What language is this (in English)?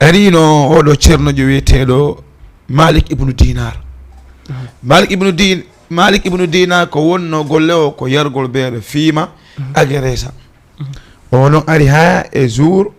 Fula